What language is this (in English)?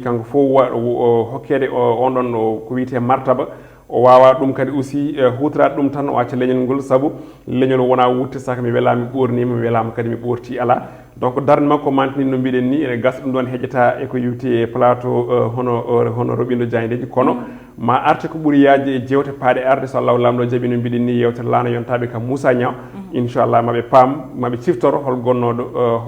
Fula